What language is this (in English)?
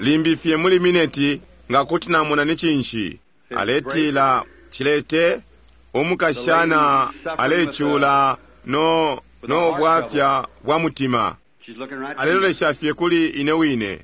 Bemba